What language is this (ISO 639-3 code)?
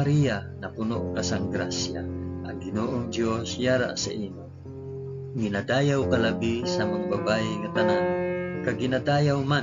hil